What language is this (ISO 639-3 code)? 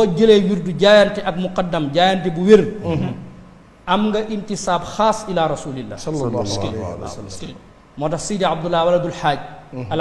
wol